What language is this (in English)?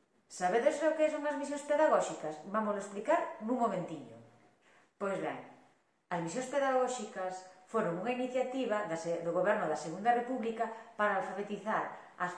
Galician